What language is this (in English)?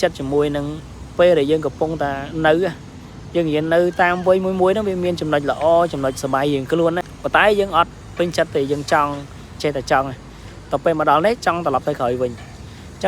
Khmer